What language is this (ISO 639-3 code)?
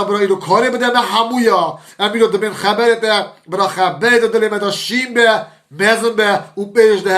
kur